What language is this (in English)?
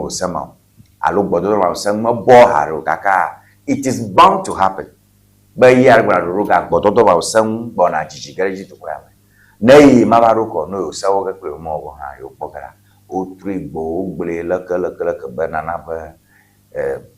Ewe